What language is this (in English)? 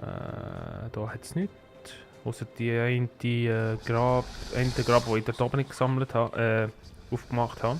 Swiss German